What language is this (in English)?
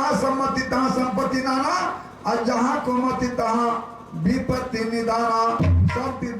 Maithili